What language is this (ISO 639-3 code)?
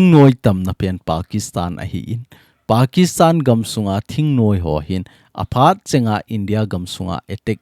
tcz